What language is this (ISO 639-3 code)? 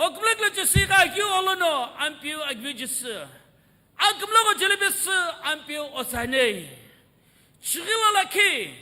nsm